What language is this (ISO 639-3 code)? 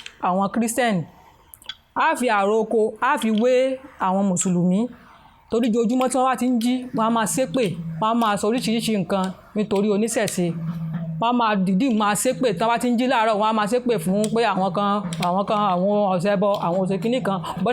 yor